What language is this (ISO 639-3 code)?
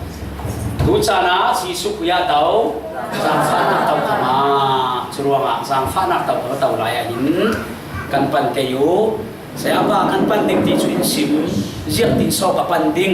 cfm